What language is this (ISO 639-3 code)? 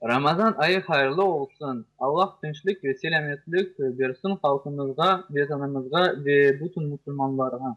crh